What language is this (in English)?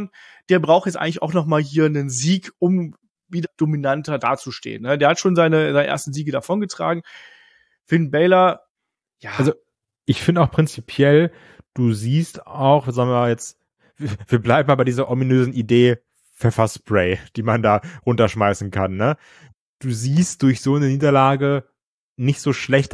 German